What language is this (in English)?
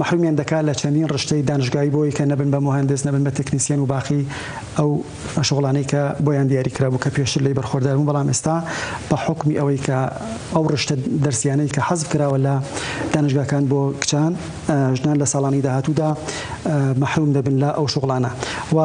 Central Kurdish